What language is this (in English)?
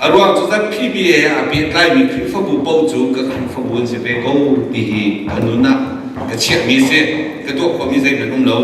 Hakha Chin